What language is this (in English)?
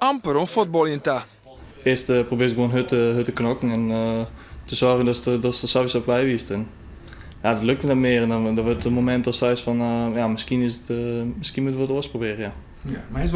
Western Frisian